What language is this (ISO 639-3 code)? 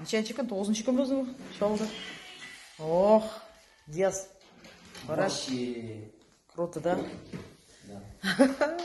tat